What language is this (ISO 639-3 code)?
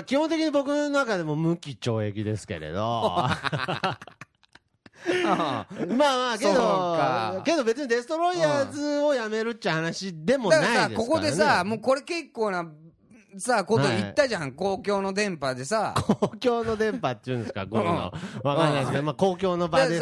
jpn